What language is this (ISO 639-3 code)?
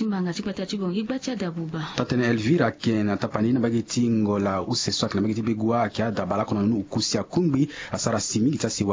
sag